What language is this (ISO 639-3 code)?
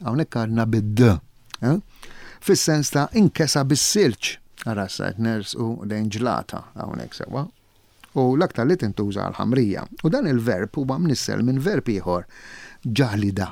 mlt